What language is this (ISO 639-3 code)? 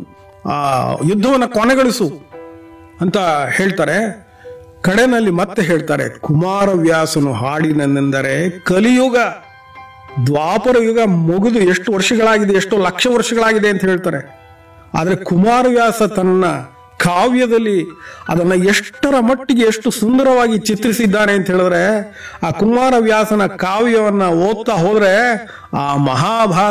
kan